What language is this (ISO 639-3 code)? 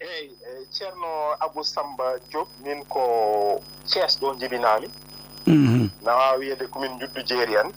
ful